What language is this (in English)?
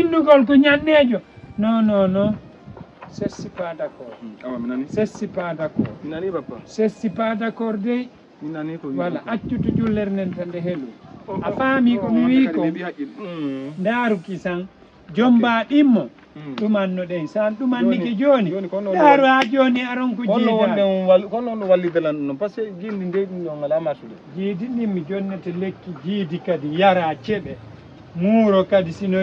Fula